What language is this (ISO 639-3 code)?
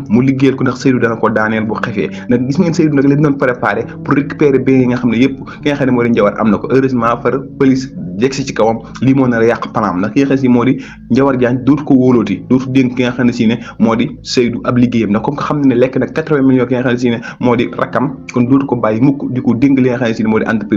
wol